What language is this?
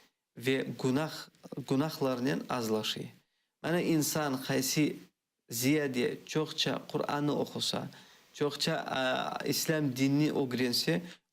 Crimean Tatar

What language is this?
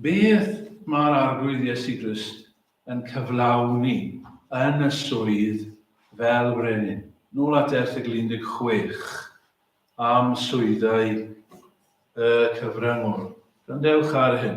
Welsh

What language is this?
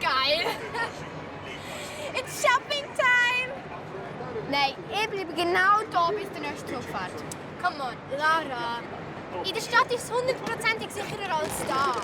Swiss German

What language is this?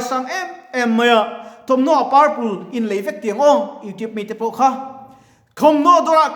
Mizo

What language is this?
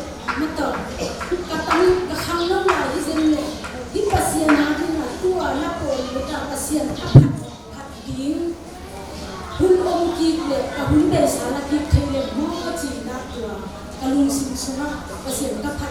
Tedim Chin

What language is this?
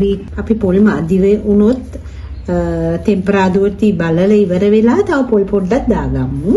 Sinhala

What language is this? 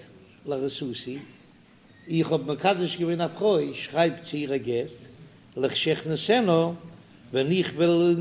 Yiddish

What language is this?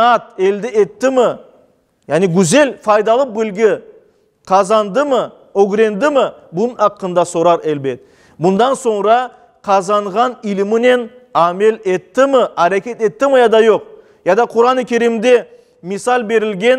Crimean Tatar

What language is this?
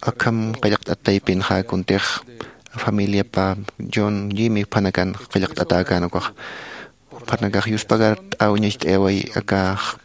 Aymara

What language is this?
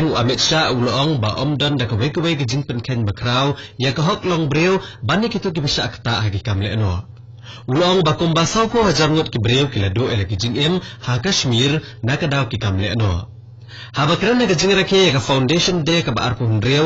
Khasi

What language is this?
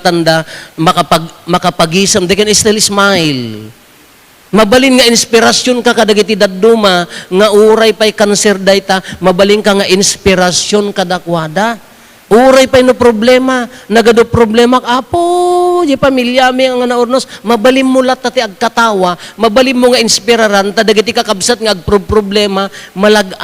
Iloko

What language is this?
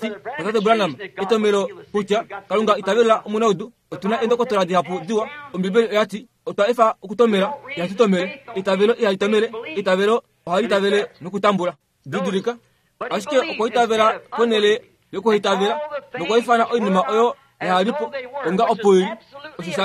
Kuanyama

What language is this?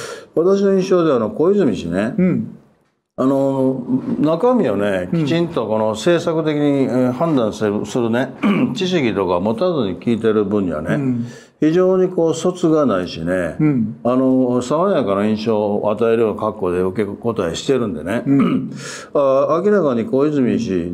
Japanese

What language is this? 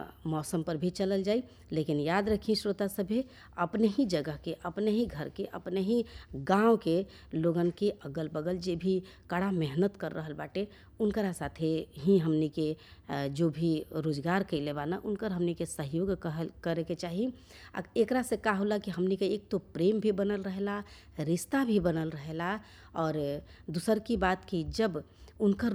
Bhojpuri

